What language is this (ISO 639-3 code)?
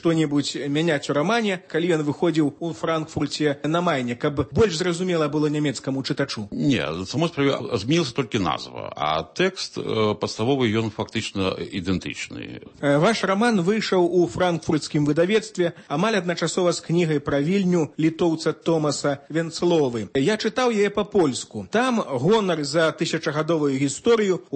bel